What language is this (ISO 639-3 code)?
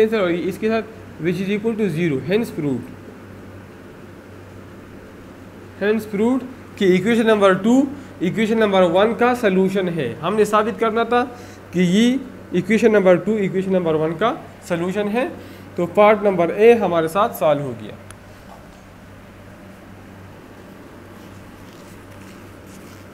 hin